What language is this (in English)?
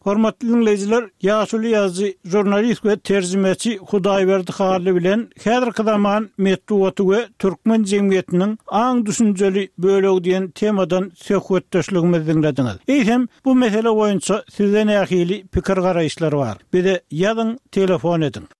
Turkmen